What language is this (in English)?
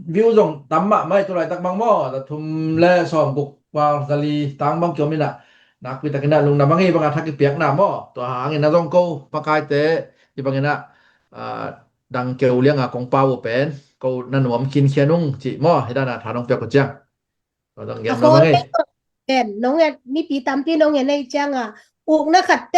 Tedim Chin